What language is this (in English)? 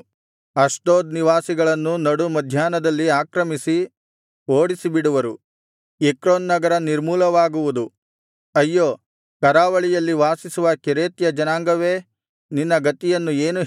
Kannada